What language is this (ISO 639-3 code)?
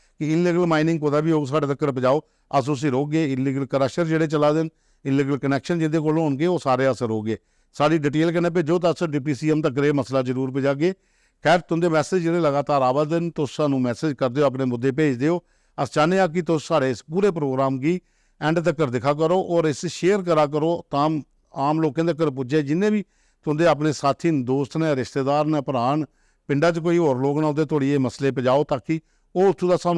doi